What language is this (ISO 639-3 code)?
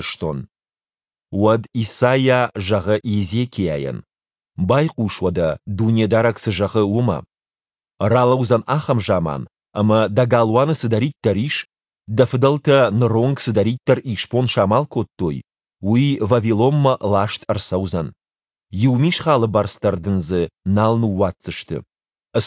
oss